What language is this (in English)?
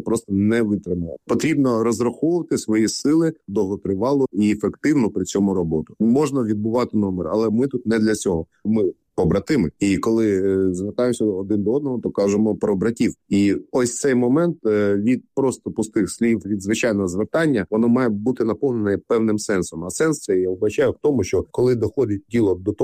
Ukrainian